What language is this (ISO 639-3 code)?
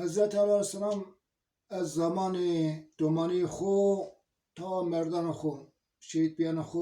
zza